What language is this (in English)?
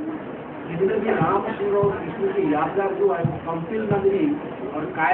Hindi